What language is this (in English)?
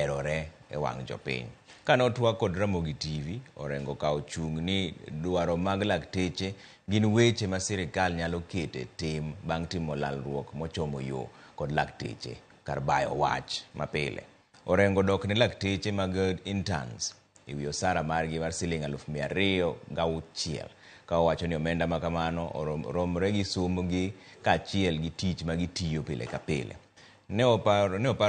Luo (Kenya and Tanzania)